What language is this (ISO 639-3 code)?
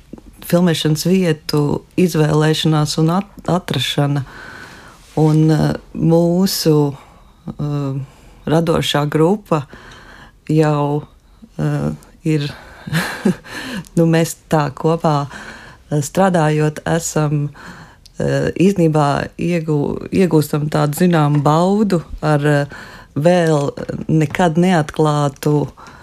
lav